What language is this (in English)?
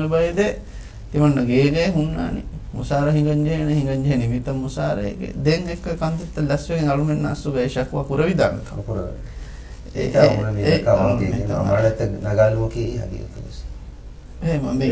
Divehi